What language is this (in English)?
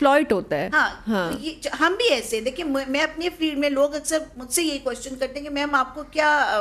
Urdu